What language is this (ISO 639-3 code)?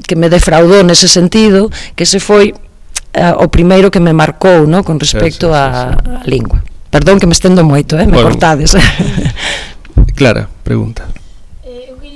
glg